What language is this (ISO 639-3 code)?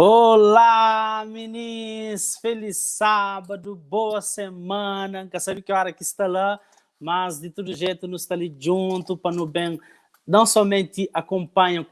kea